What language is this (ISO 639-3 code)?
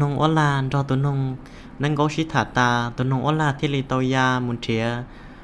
hmn